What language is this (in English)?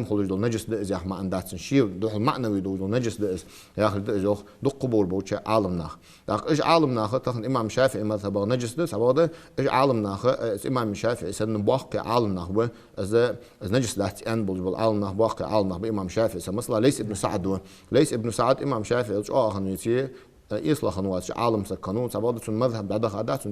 Ingush